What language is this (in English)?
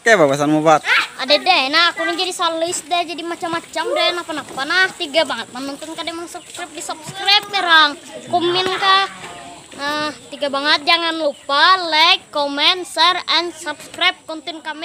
Banjar